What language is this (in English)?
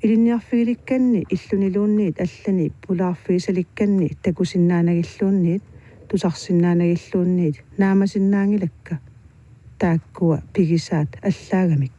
Kalaallisut